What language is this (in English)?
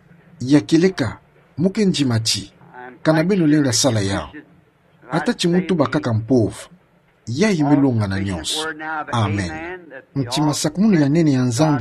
Kituba (Democratic Republic of Congo)